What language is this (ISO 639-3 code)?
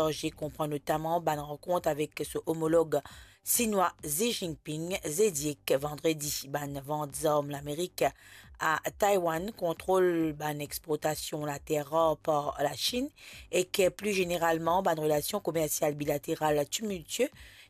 mfe